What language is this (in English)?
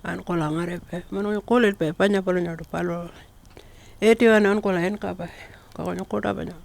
Pitjantjatjara